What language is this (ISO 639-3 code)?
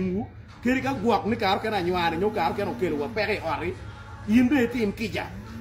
ach